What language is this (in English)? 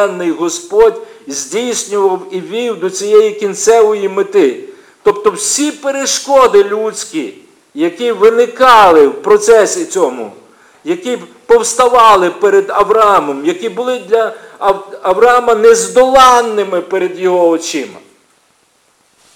Ukrainian